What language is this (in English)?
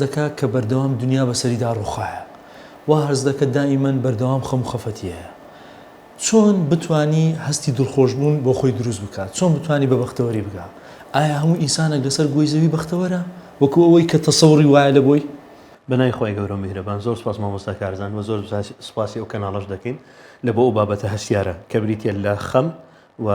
Central Kurdish